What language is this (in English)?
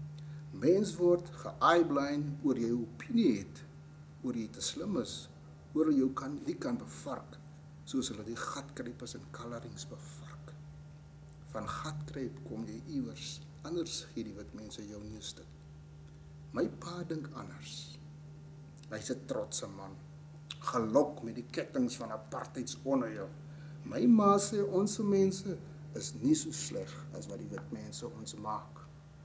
Afrikaans